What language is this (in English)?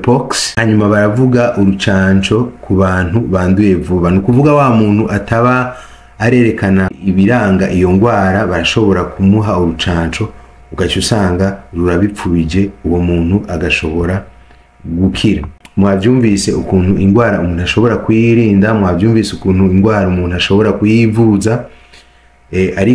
Rundi